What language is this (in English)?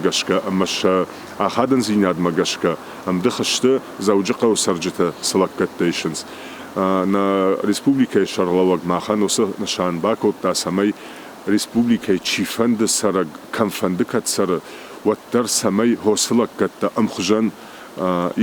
Ossetic